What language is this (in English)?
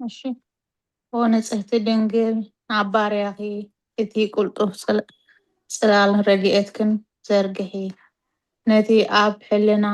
Tigrinya